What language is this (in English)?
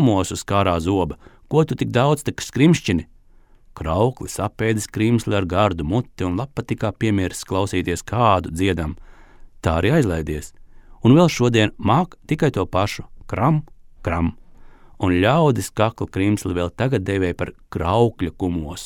Latvian